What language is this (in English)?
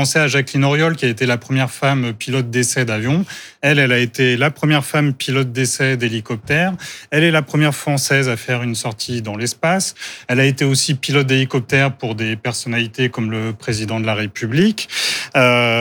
French